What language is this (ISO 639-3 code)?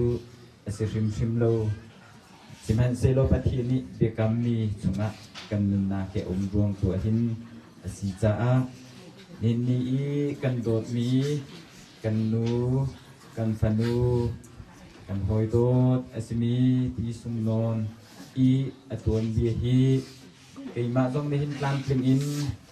cnh